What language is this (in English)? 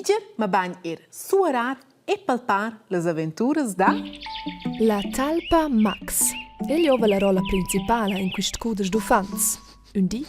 Romansh